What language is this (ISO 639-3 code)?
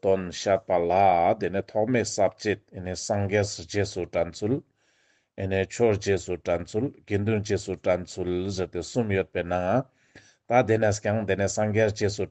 lbj